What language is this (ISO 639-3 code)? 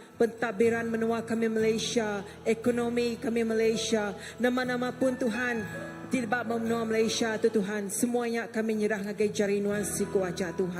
iba